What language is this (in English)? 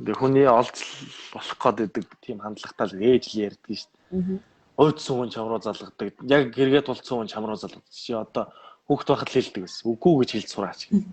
Mongolian